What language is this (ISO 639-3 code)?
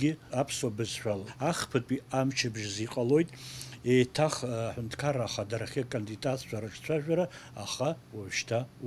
abk